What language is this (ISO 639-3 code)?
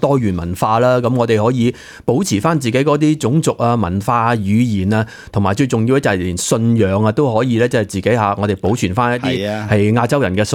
yue